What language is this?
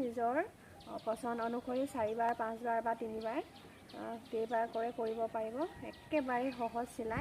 Assamese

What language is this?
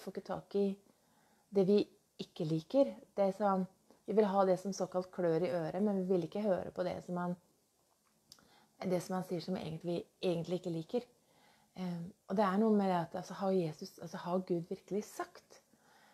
Norwegian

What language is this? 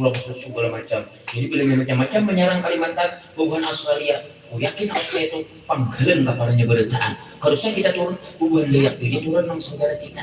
Banjar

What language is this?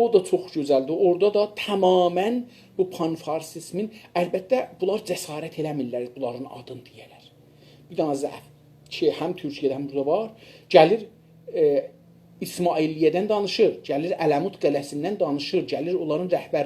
South Azerbaijani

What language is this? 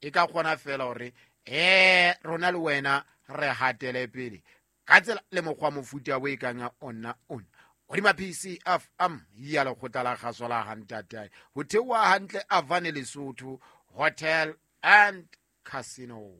Southern Sotho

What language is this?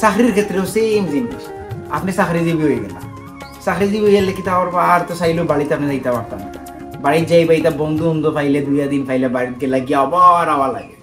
Sylheti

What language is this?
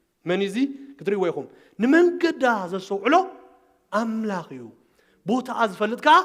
Tigrinya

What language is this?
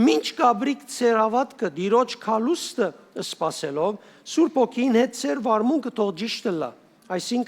Western Armenian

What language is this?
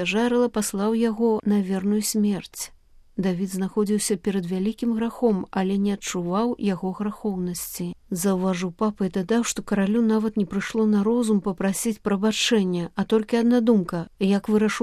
Belarusian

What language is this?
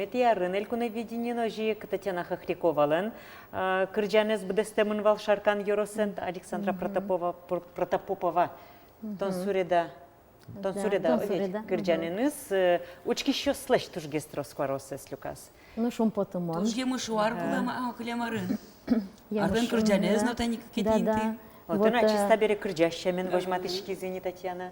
Udmurt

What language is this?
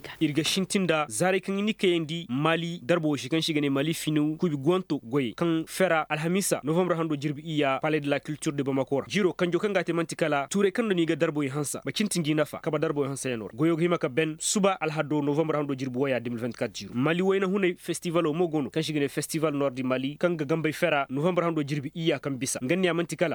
Koyraboro Senni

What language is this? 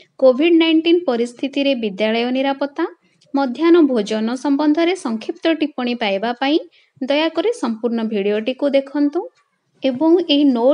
Odia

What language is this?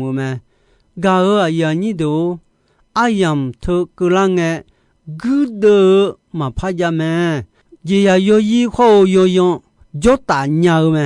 Akha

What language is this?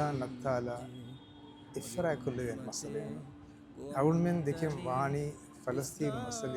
Divehi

